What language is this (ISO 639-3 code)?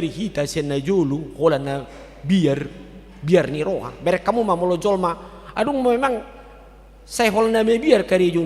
bbc